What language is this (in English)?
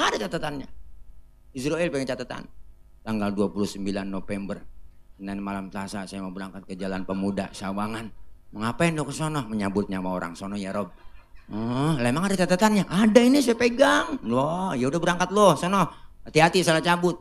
Betawi